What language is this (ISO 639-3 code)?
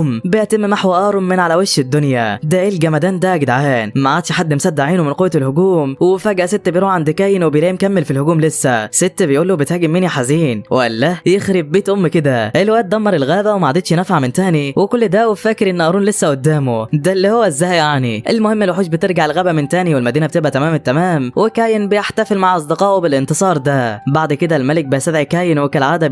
arz